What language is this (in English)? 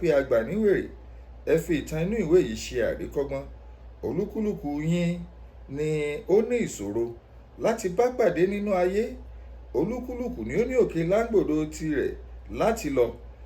Yoruba